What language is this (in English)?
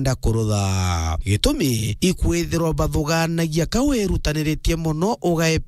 Meru